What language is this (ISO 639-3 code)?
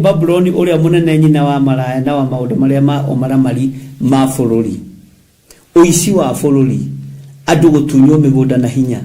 kik